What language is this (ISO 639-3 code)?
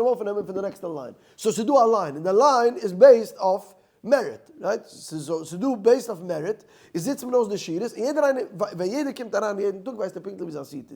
yid